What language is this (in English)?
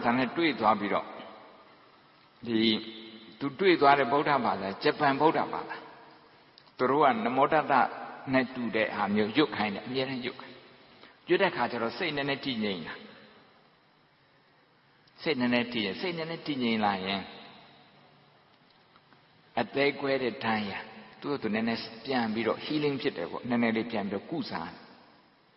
Burmese